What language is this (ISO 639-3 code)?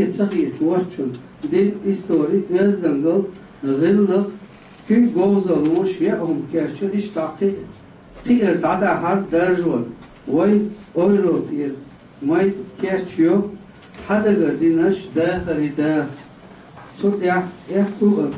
che